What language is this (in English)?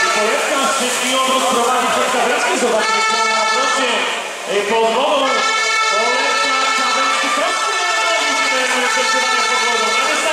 Polish